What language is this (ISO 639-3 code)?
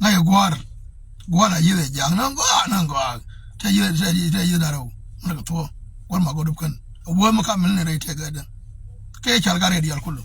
nus